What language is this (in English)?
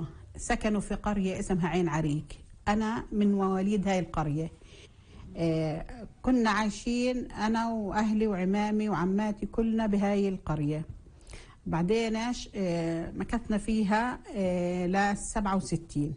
North Levantine Arabic